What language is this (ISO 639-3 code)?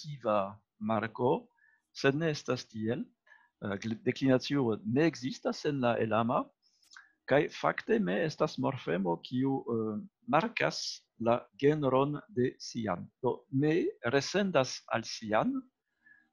epo